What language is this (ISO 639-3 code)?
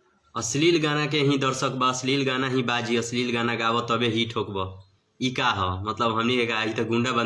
bho